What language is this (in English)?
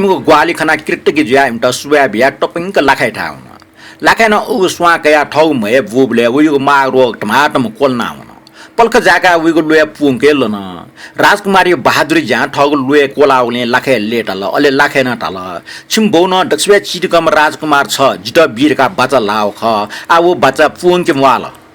Newari